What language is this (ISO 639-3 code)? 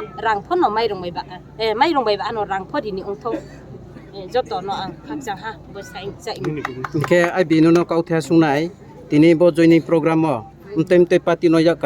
ria